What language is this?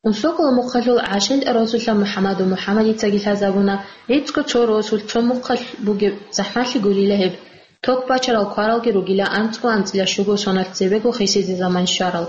Avaric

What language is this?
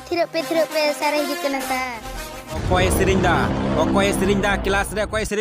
Santali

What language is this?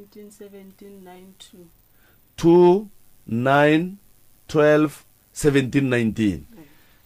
Northern Sotho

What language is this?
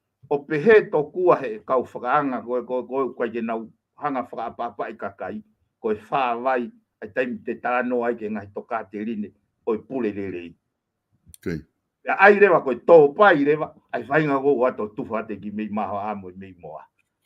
Tongan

